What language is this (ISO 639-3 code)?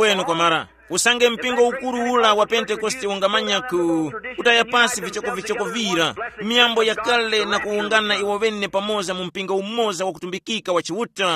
tum